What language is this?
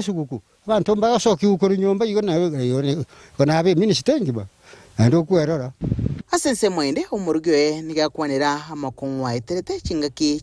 Gusii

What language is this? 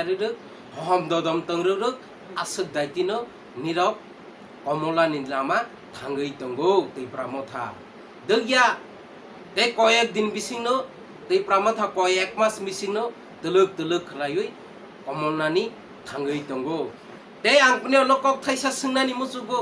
Kok Borok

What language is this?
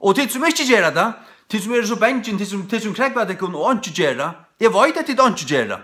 Faroese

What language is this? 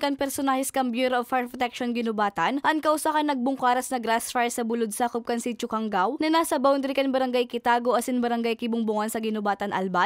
Bikol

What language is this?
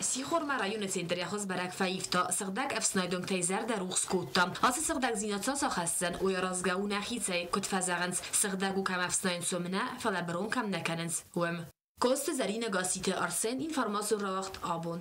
Ossetic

